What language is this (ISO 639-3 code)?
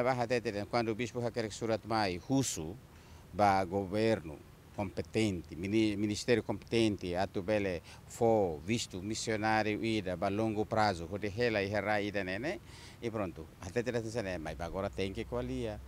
tet